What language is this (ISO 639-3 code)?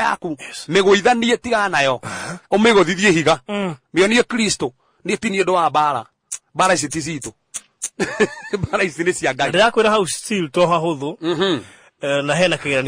kik